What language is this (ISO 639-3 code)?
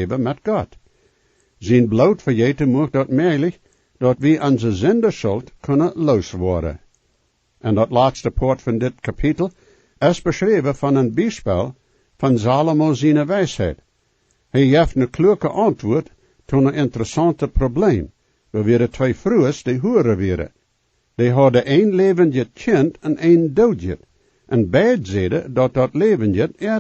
pdt